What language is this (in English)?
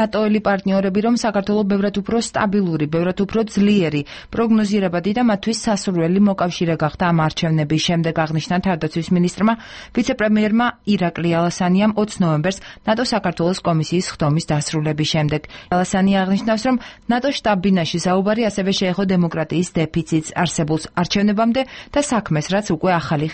Georgian